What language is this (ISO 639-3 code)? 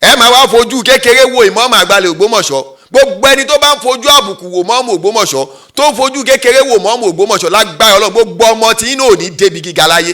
yor